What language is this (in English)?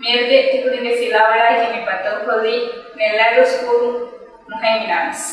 Divehi